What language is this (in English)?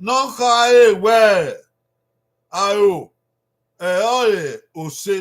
Bini